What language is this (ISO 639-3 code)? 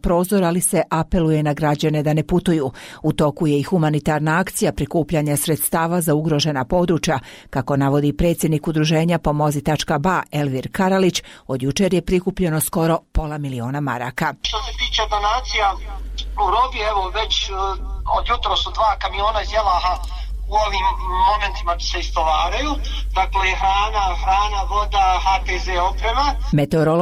bos